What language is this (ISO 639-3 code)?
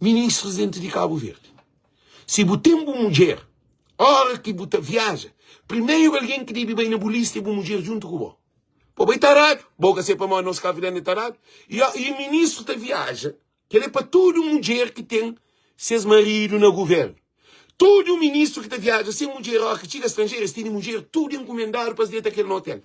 kea